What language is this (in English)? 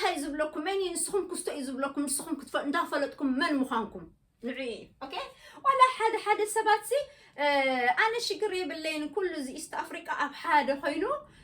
Tigrinya